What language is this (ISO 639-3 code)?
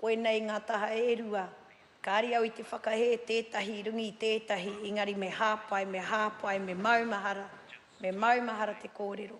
mri